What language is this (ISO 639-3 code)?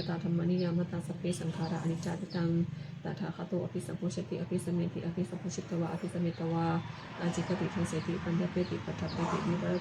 pli